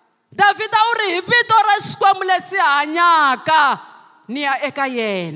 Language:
Tsonga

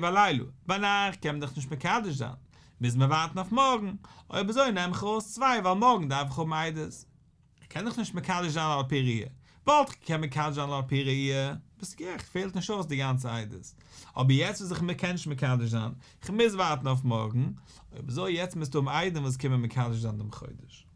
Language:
Yiddish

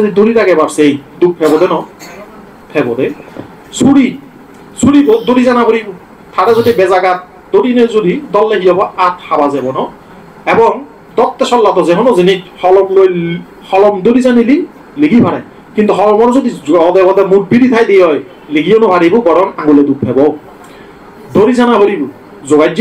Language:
Chakma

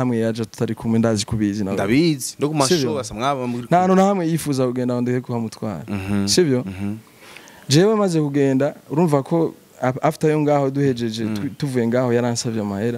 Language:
Rundi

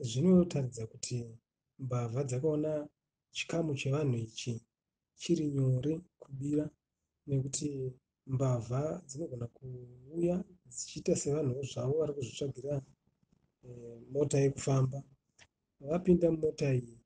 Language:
Shona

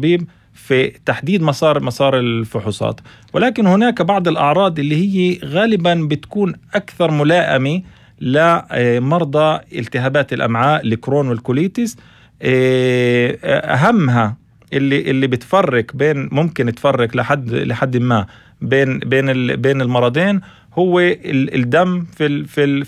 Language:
North Levantine Arabic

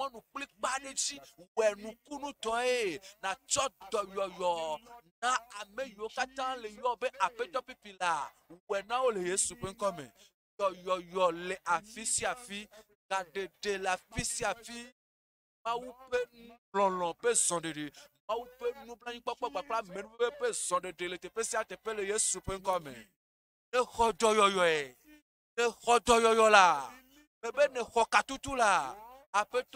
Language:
Ewe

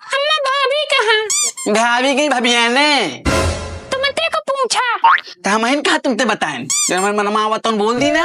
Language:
Awadhi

